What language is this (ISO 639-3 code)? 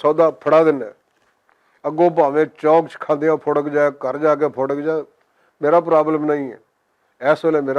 lah